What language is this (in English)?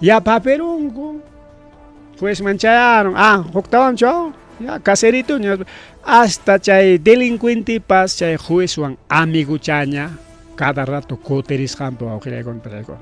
Ayacucho Quechua